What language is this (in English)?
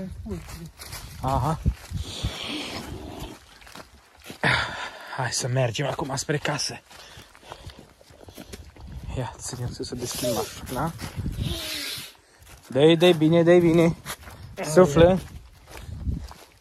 Romanian